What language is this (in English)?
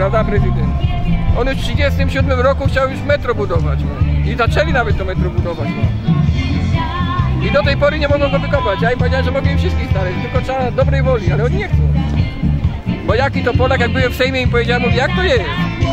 Polish